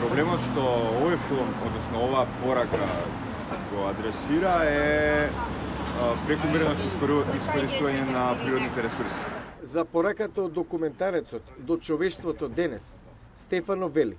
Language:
Macedonian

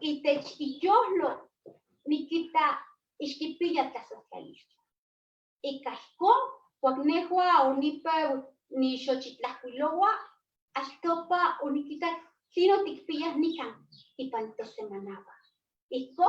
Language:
Eastern Huasteca Nahuatl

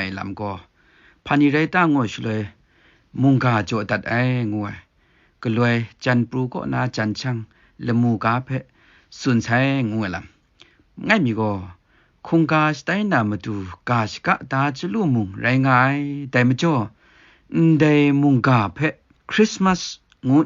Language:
Kachin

